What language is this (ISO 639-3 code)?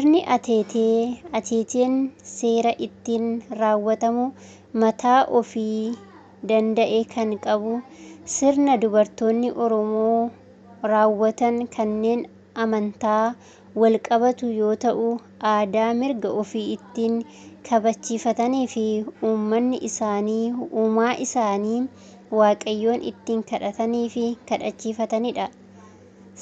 orm